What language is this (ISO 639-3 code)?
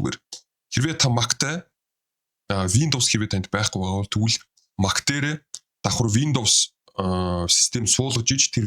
mon